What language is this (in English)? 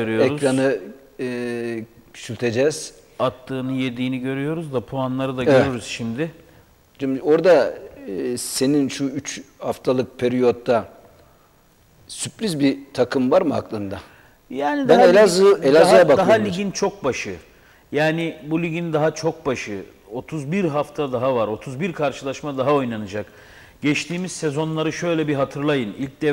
Turkish